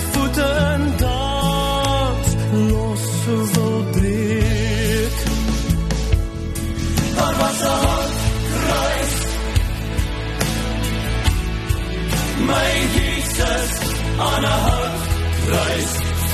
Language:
Afrikaans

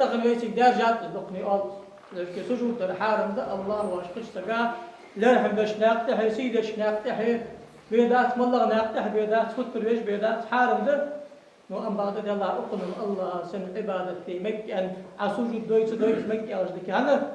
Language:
Ingush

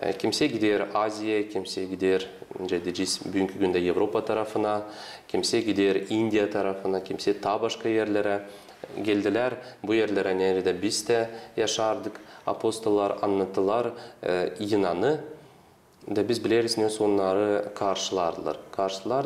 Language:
Gagauz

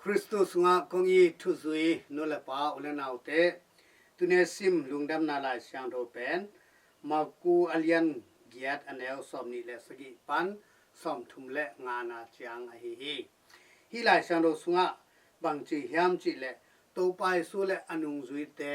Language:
Tedim Chin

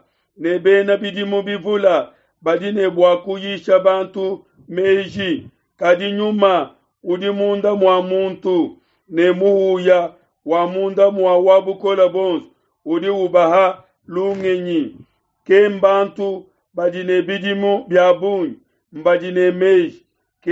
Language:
Luba-Lulua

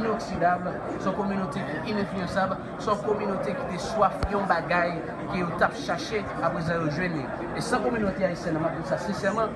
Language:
Haitian Creole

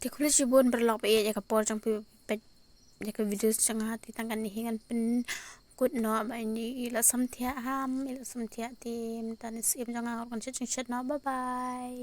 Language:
Khasi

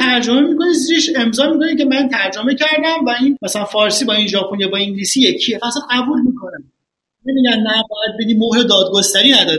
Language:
Persian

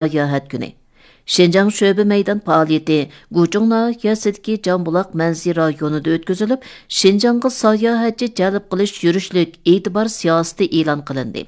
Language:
Uyghur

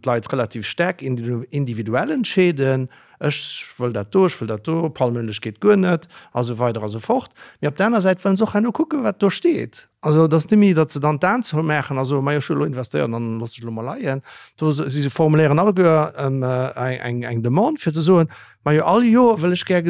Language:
Luxembourgish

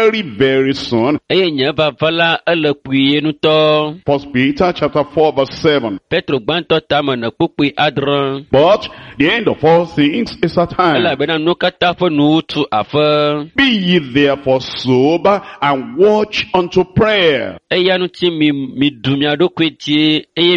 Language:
Ewe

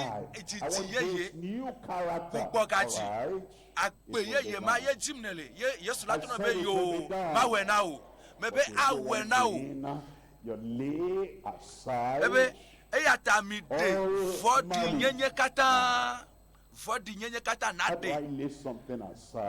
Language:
Ewe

